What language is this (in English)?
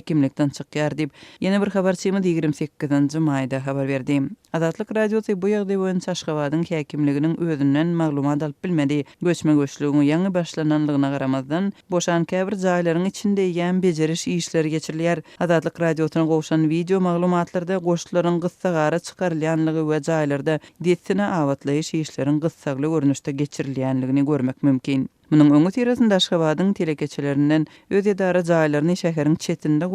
Turkmen